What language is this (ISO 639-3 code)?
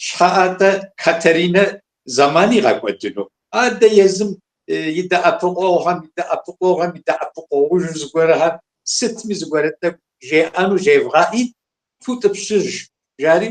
kbd